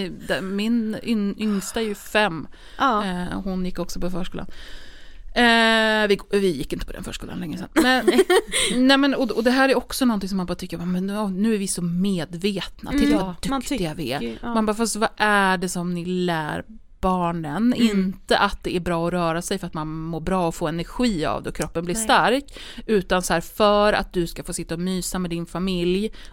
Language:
Swedish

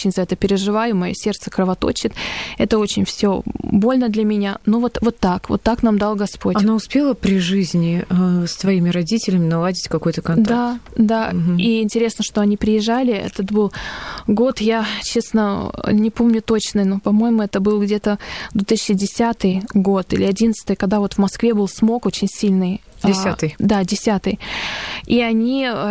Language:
Russian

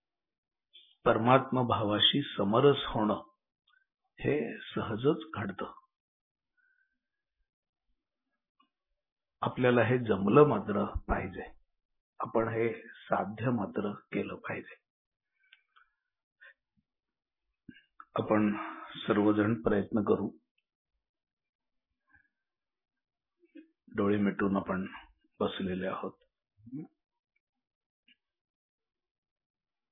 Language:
Marathi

